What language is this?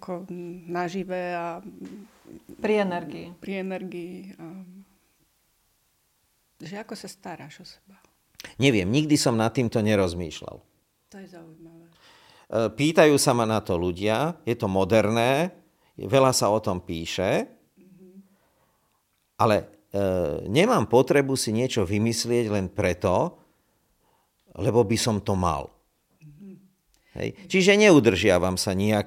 Slovak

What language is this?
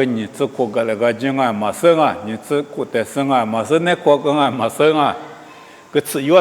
Lisu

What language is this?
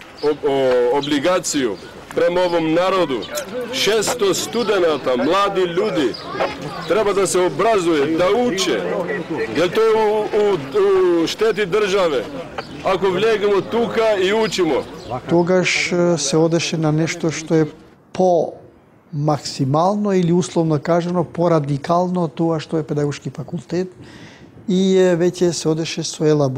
Macedonian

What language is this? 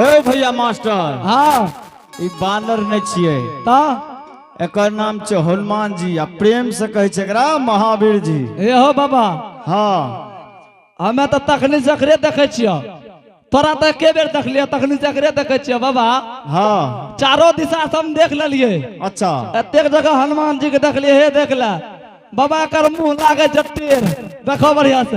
Angika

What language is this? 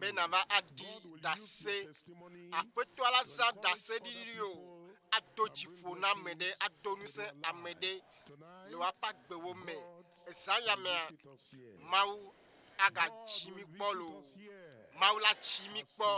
Ewe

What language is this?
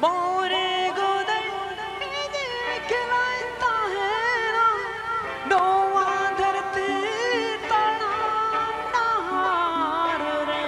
Santali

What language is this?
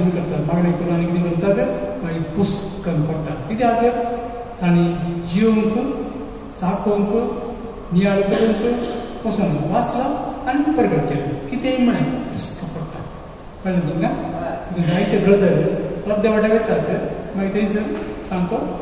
Konkani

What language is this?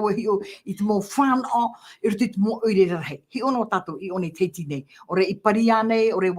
Tahitian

